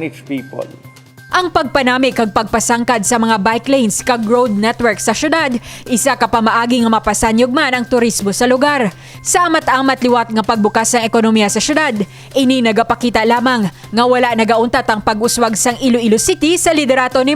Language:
Hiligaynon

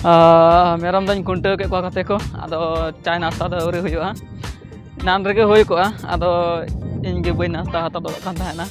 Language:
Santali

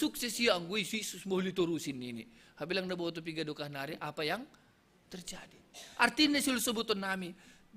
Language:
Batak Simalungun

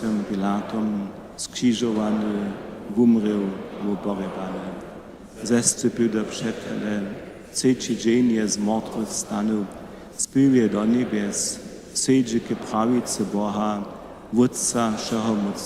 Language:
Upper Sorbian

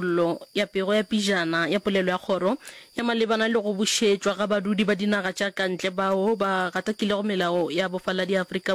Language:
Northern Sotho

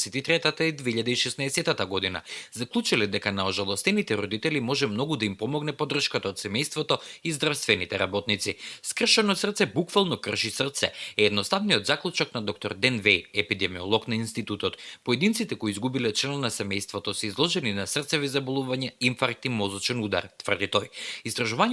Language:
Macedonian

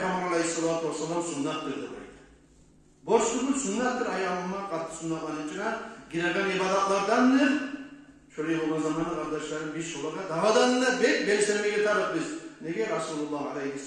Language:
Kumyk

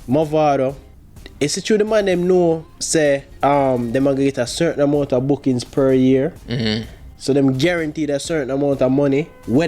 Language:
Jamaican Creole English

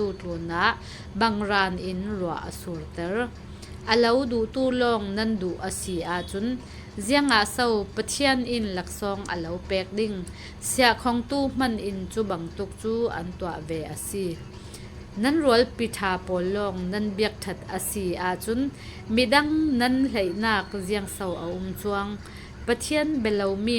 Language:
Falam Chin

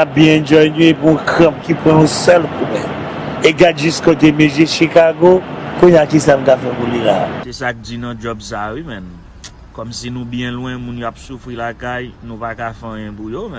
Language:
Haitian Creole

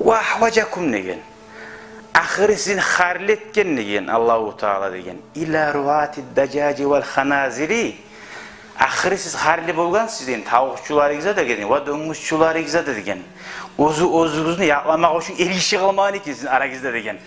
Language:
Kumyk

